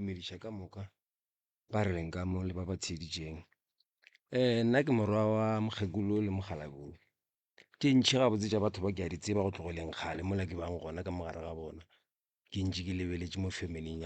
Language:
Northern Sotho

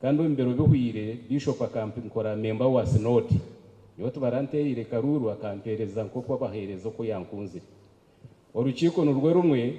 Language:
Nyankole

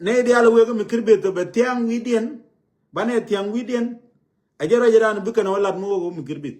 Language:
Nuer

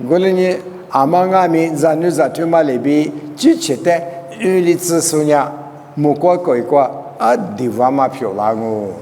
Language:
Lisu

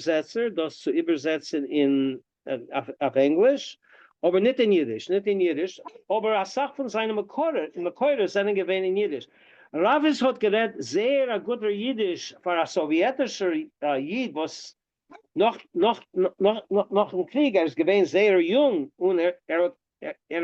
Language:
Yiddish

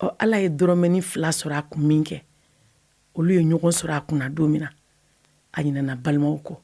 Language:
Bambara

